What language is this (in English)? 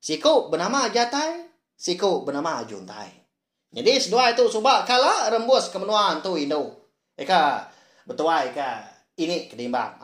Iban